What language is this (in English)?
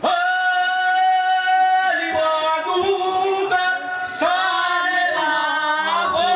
Nias